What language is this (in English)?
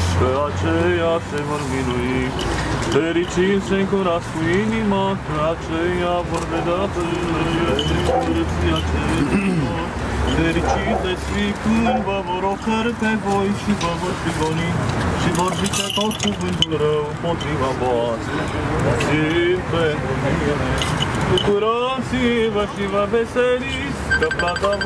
Romanian